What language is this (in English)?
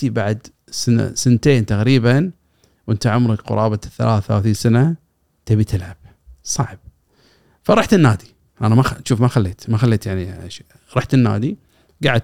Gulf Arabic